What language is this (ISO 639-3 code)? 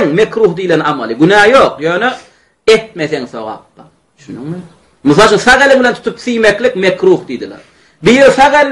tuk